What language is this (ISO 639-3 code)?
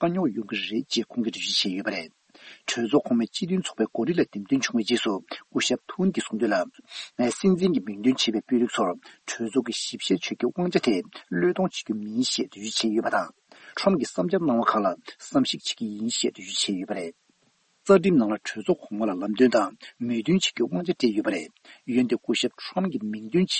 bod